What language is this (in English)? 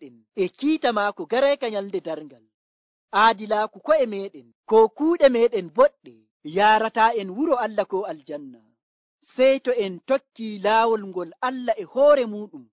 Nigerian Fulfulde